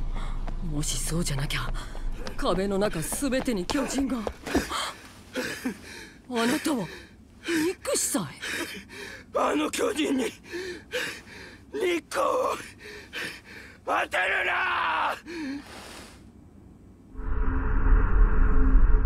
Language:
Japanese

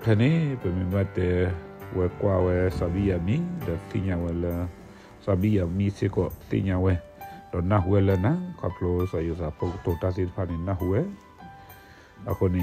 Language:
S'gaw Karen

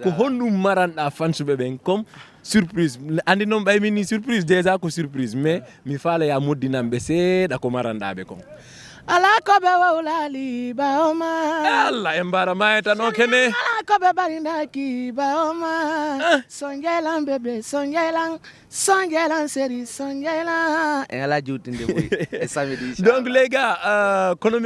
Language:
Fula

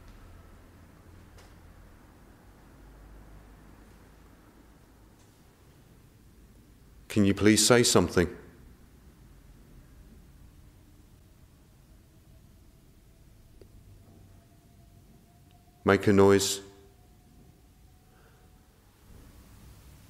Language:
English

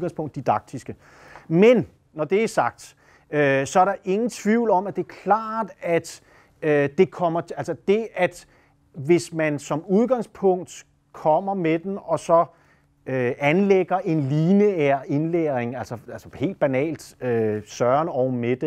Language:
Danish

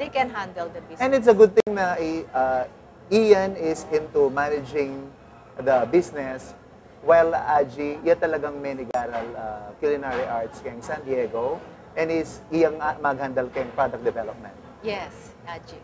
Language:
Pampanga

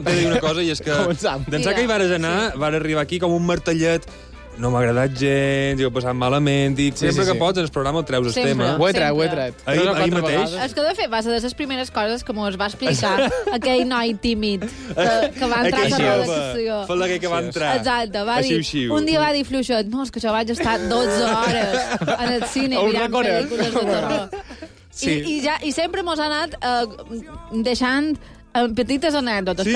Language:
Catalan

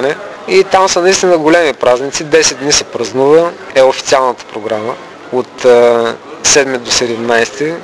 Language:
Bulgarian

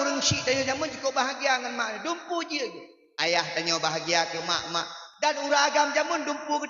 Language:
Achinese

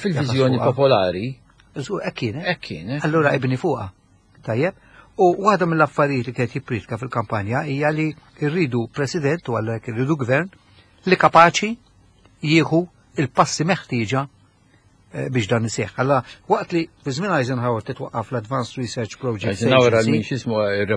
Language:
Maltese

